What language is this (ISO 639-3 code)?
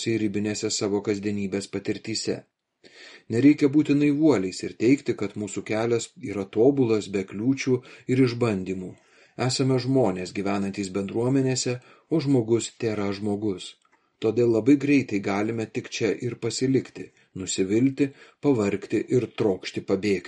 lit